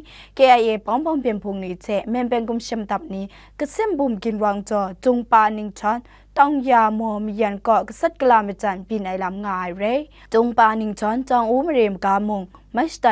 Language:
Kachin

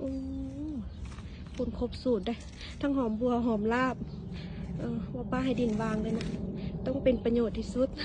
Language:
Lao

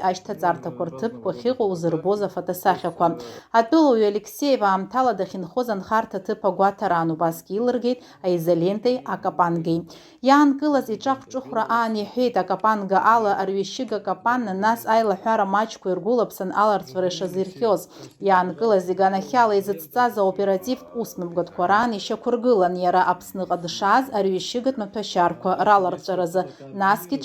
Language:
Abkhazian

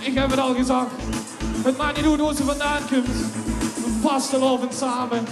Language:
Limburgish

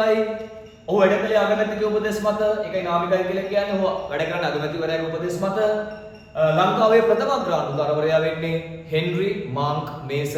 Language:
Sinhala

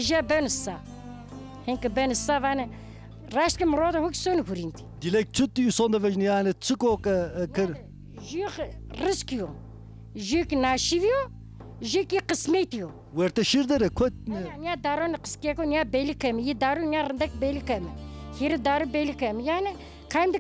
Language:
Zaza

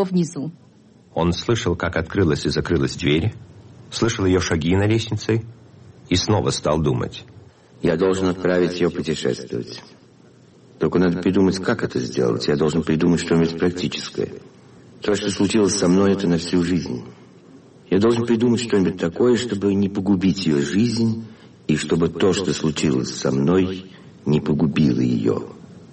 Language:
Russian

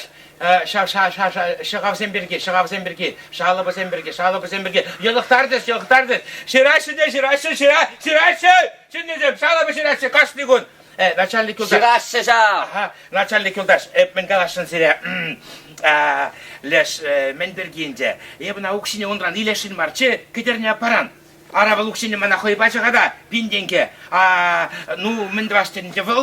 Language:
Chuvash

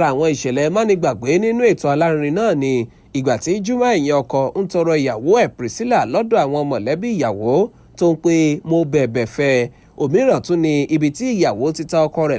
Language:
Yoruba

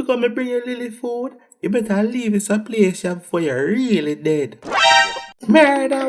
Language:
Jamaican Creole English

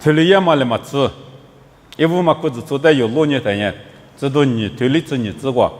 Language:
Lisu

